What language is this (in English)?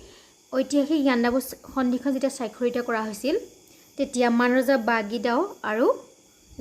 Assamese